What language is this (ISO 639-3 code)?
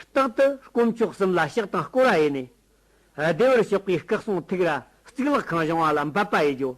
adx